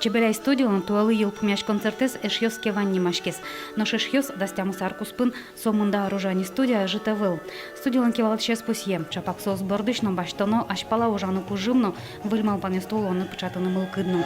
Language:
Udmurt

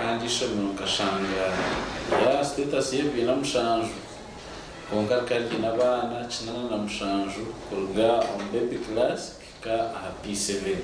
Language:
Nyankole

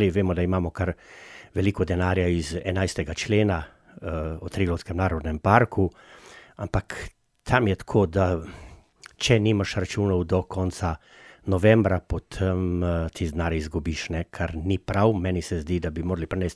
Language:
Slovenian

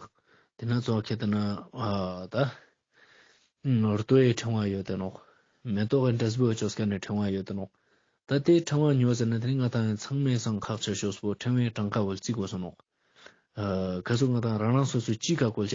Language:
Ladakhi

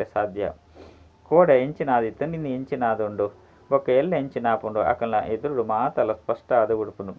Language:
Tulu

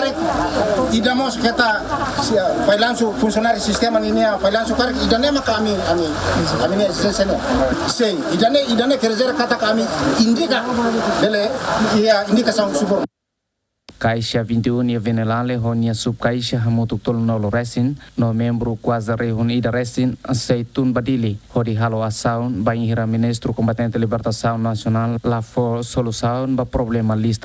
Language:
Tetum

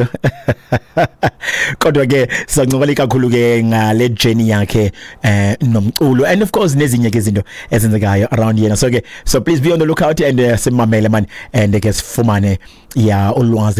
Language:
Xhosa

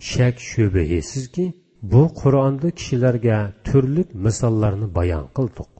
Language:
Uyghur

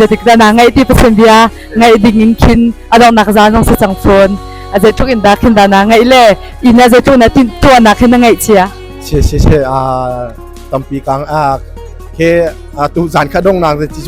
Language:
Hakha Chin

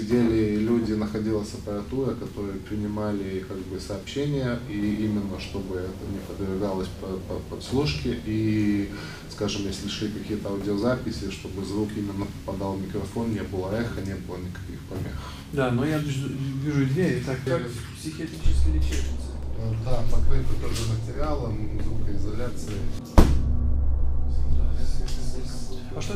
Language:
Russian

